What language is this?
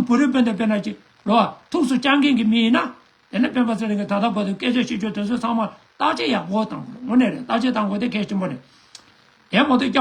Tibetan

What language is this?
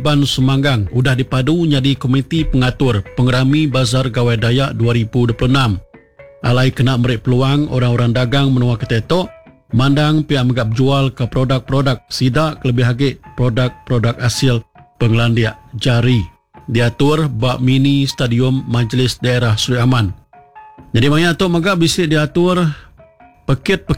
Iban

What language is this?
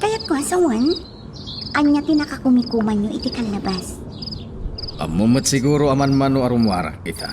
Iloko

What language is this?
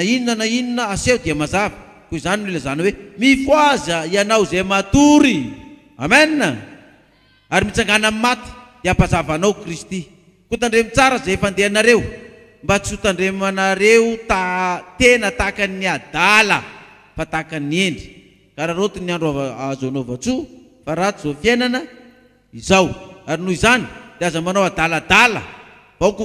Malagasy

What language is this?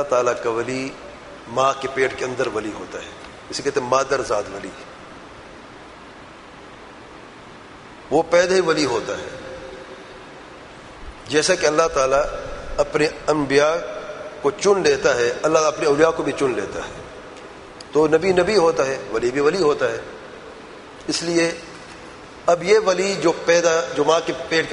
Urdu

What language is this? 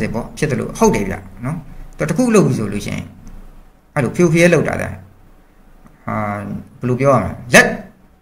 Burmese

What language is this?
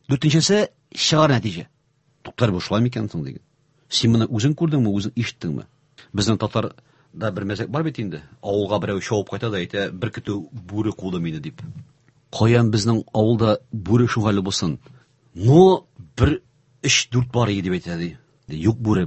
Tatar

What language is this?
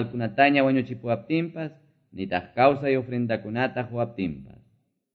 Quechua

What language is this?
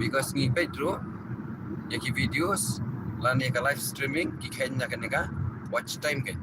Khasi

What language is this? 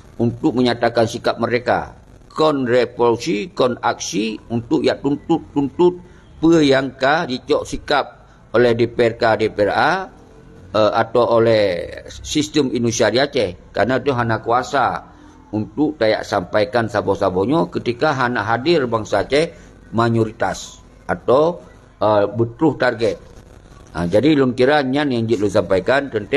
Achinese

